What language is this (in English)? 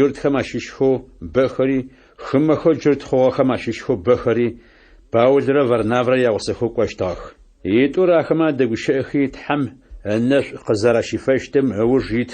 Adyghe